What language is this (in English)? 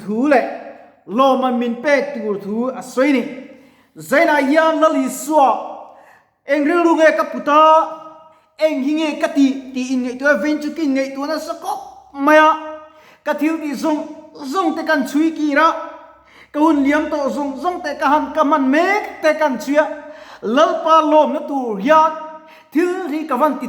Mizo